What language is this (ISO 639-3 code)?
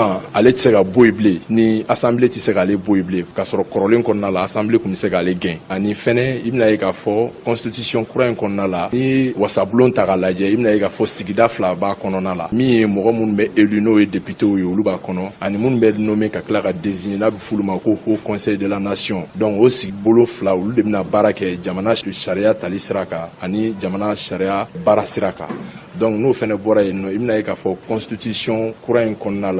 bam